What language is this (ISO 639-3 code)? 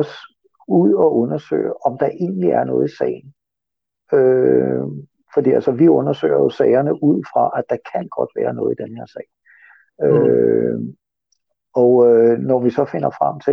dan